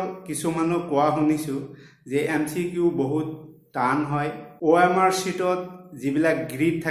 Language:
Assamese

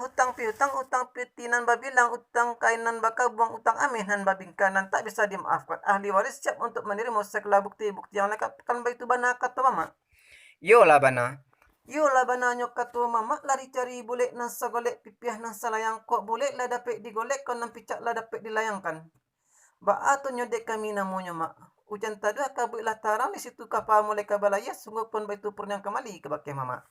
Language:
Minangkabau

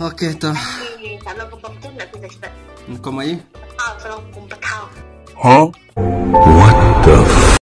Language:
Khasi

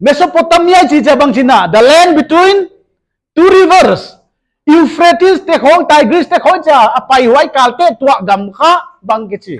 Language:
Paite Chin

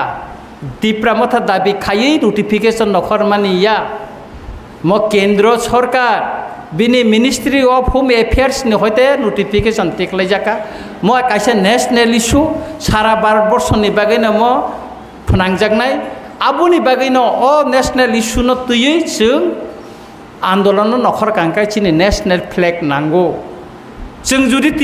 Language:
Kok Borok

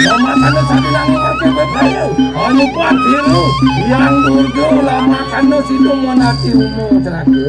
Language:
Balinese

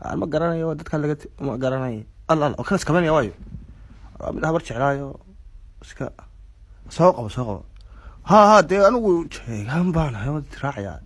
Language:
Somali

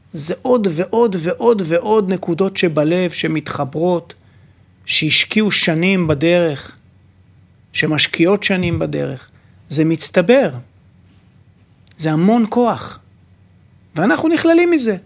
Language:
Hebrew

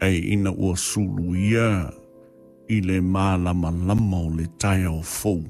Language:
Samoan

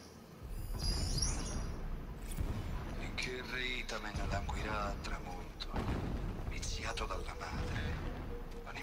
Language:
Italian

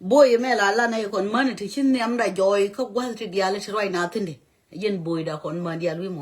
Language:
Nuer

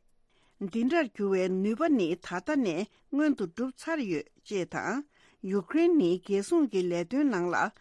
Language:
Tibetan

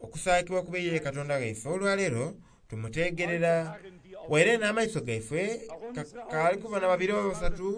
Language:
Soga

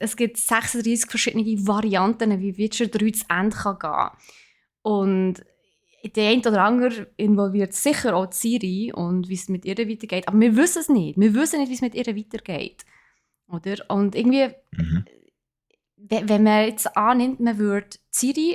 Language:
Swiss German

